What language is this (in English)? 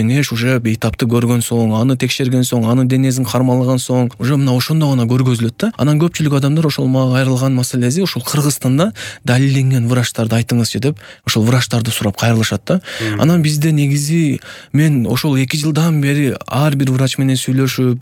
Kyrgyz